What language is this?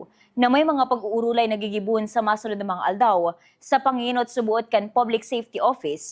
Bikol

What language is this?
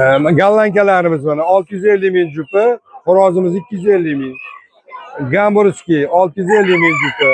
Uzbek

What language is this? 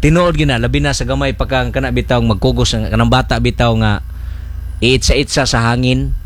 Cebuano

